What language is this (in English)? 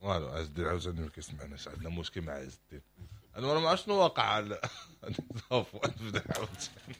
Moroccan Arabic